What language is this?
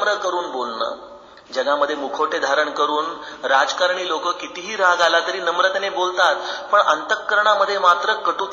Marathi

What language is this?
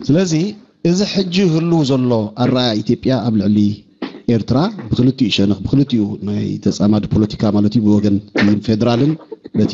Tigrinya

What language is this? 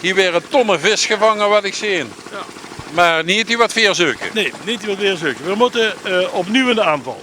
Limburgish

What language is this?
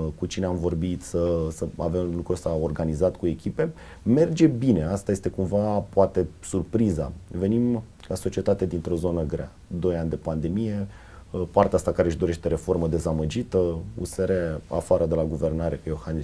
Romanian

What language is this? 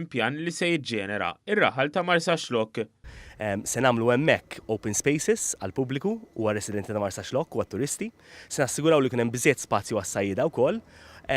Maltese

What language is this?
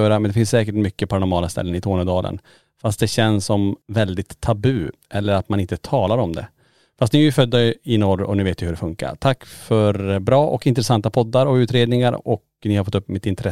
Swedish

